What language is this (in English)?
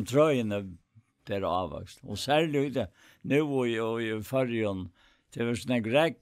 Faroese